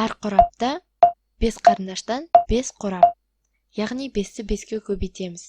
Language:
Kazakh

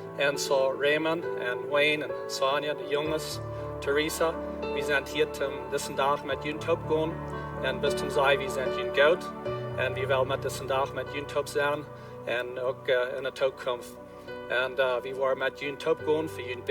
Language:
Plautdietsch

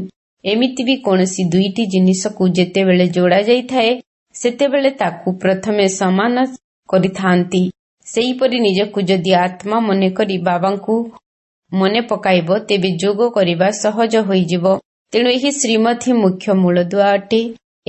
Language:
Odia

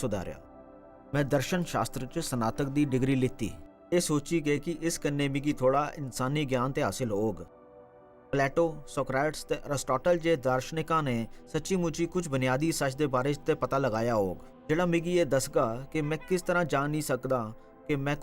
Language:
Dogri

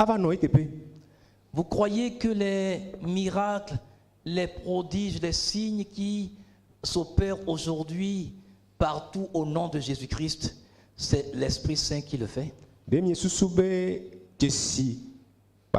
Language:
Ewe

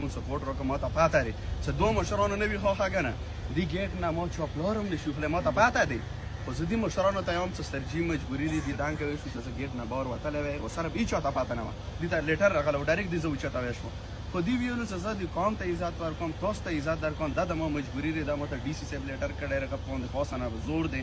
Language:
Pashto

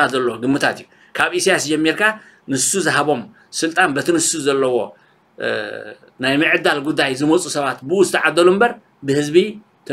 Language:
Tigrinya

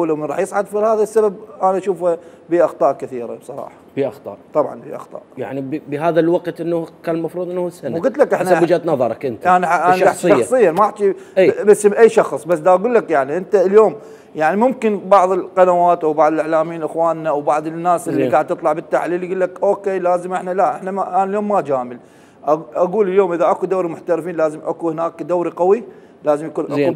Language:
Mesopotamian Arabic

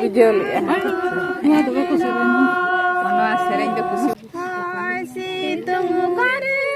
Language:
Santali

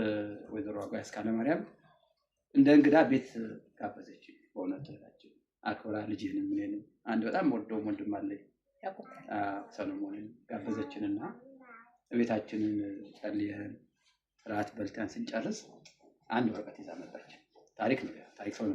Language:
Amharic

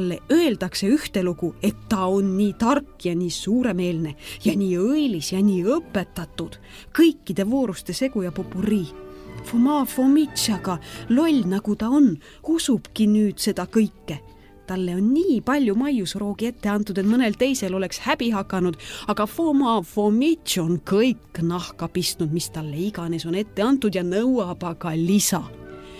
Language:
Estonian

